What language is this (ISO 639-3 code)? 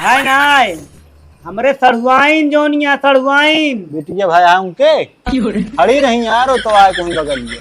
awa